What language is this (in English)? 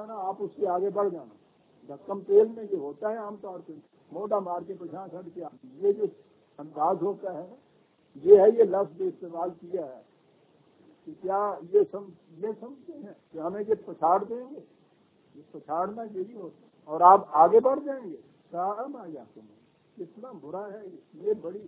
Urdu